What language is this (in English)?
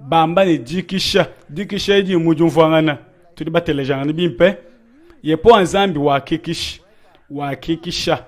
Luba-Lulua